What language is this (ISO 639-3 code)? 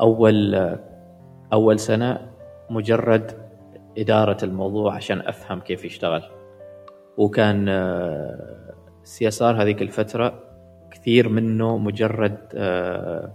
afb